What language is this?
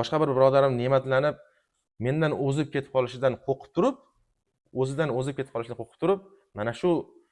Uzbek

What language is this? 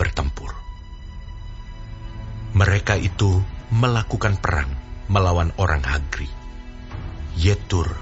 Indonesian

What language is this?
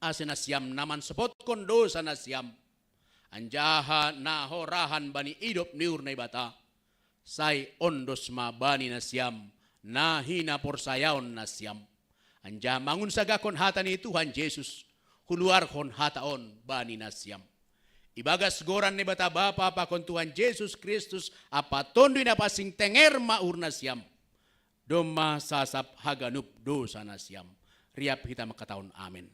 Batak Simalungun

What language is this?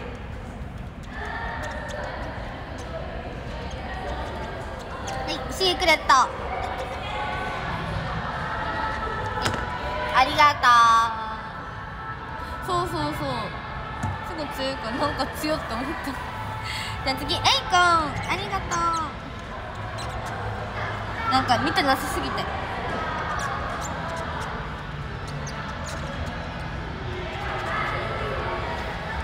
Japanese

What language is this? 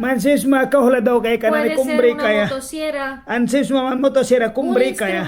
Mískito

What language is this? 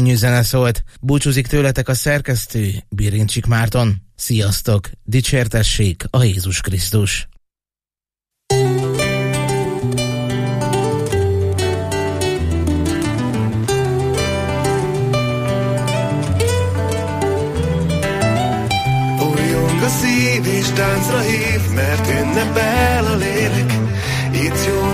Hungarian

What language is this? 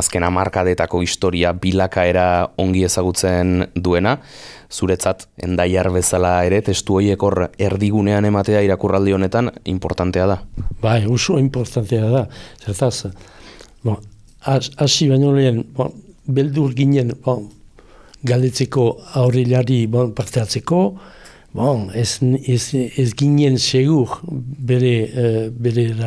Basque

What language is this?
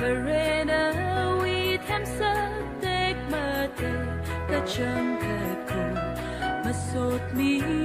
Tangkhul Naga (India)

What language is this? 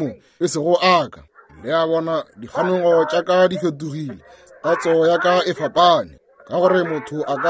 Northern Sotho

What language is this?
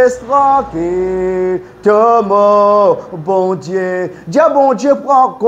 Morisyen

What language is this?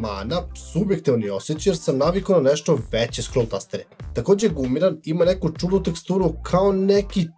Serbian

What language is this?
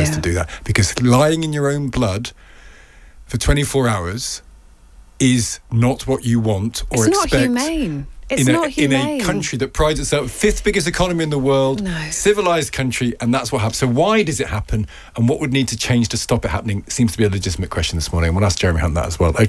English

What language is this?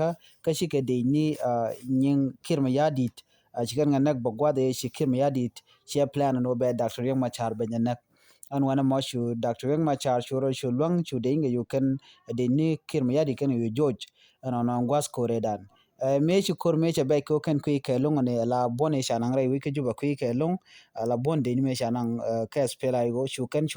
Nuer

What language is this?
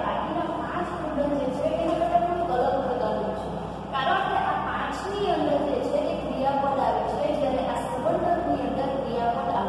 Gujarati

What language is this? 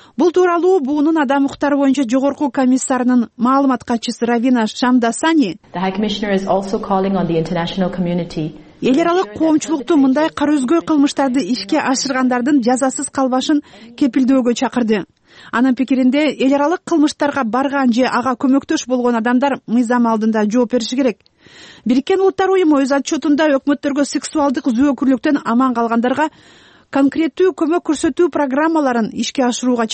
Kyrgyz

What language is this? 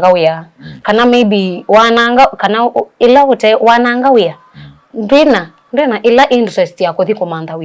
Kamba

